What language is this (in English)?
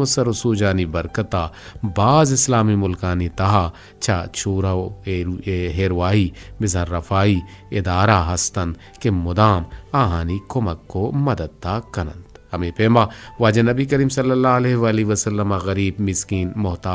Eastern Balochi